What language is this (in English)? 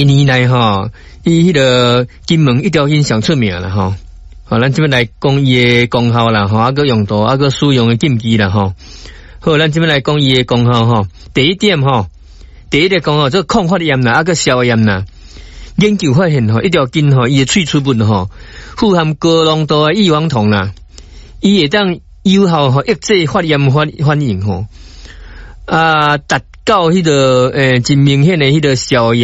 Min Nan Chinese